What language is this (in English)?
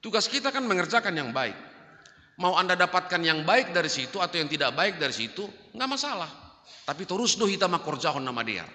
Batak Simalungun